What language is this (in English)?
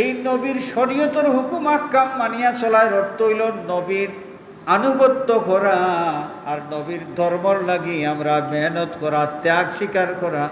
Sylheti